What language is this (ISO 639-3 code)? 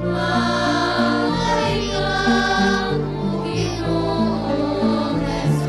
hil